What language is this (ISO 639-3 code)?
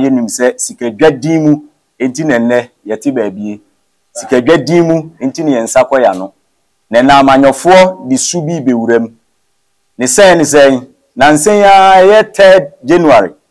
aka